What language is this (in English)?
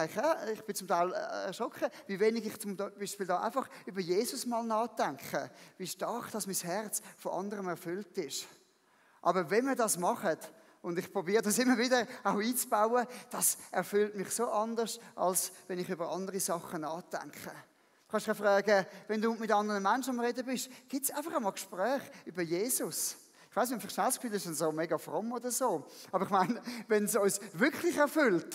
Swiss German